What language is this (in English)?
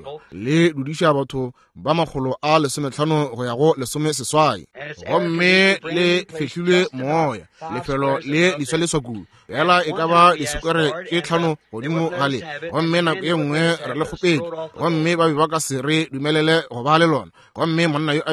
Northern Sotho